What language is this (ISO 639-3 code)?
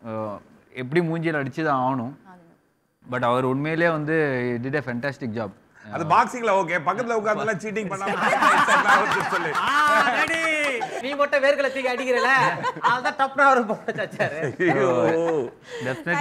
tam